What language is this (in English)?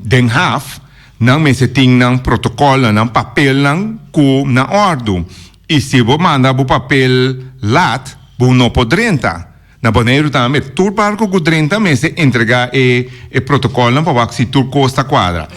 Papiamento